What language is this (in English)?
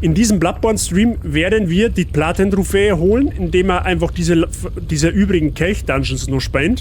Bavarian